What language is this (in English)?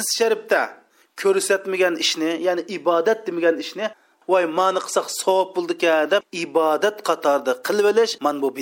Uyghur